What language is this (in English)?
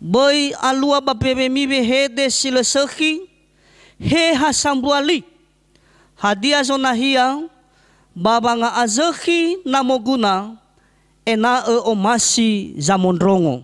Nias